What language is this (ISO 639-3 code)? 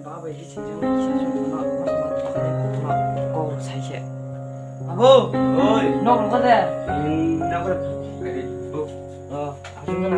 trp